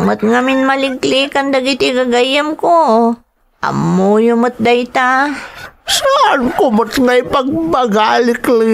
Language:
Iloko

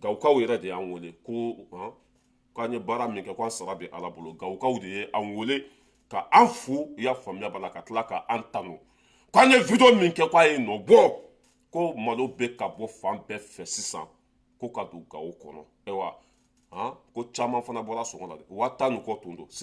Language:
Bambara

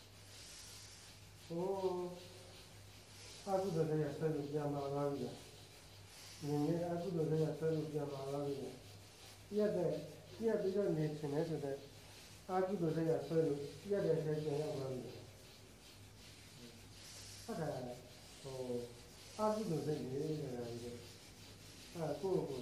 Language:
Burmese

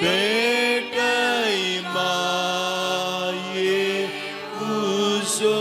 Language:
Konkani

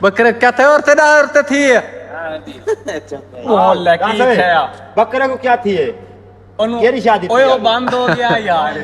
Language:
Saraiki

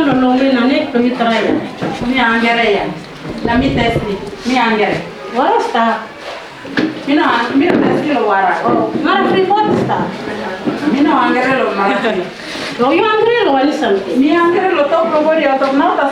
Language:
Tok Pisin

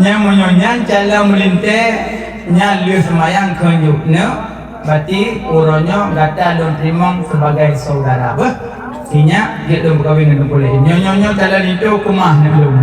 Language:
Achinese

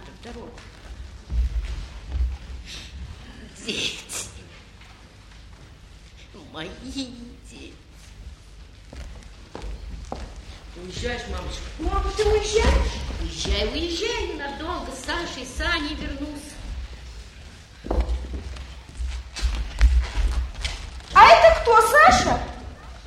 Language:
Russian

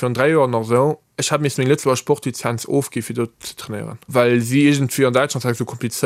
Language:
Luxembourgish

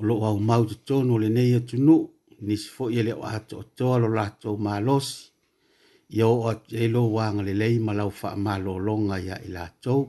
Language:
Samoan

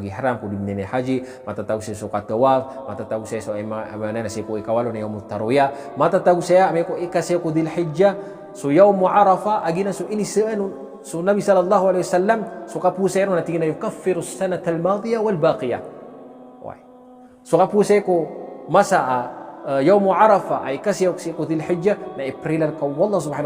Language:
Maranao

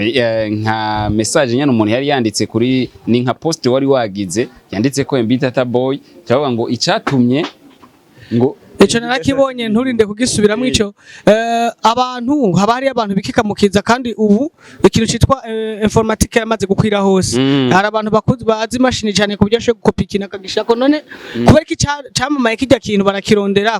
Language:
Rundi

